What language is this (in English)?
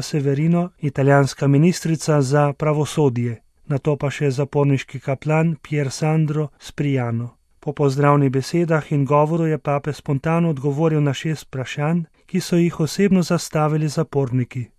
Slovenian